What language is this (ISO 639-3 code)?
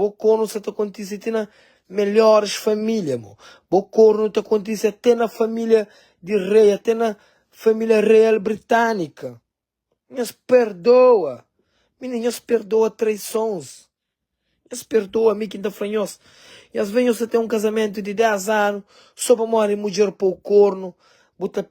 kea